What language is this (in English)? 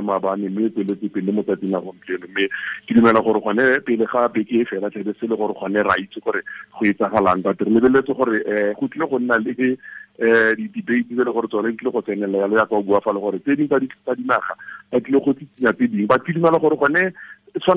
Tswana